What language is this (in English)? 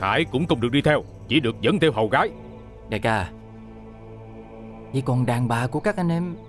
Vietnamese